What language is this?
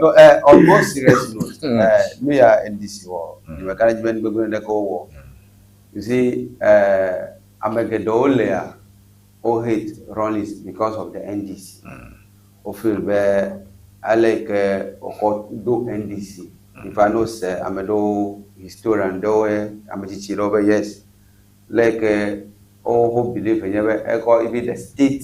Ewe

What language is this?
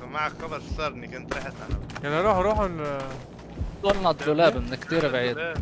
North Levantine Arabic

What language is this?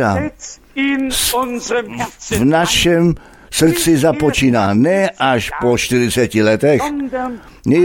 Czech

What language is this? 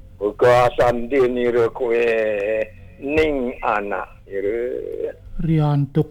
Balinese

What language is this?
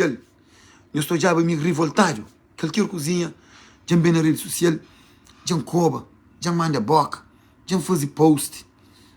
Kabuverdianu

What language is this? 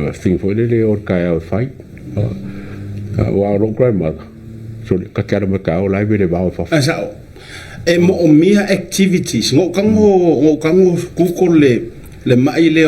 Samoan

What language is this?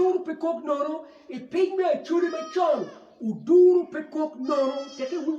Acoli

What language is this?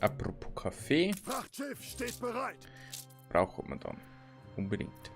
Bavarian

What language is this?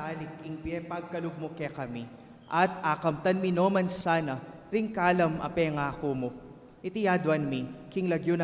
Pampanga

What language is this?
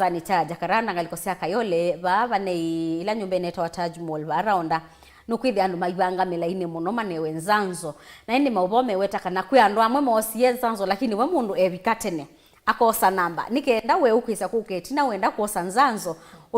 Kamba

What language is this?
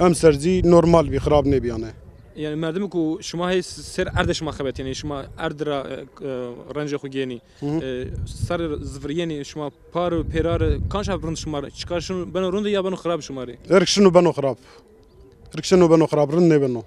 Zaza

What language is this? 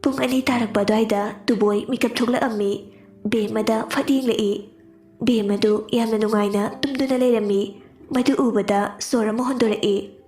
Manipuri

